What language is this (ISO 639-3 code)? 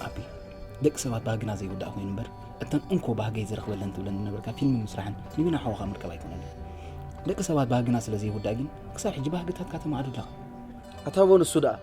tir